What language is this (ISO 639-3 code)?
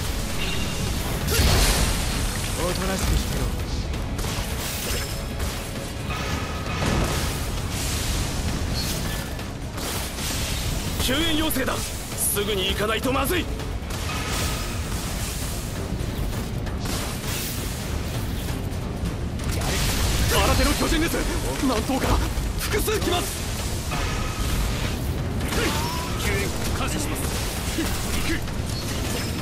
jpn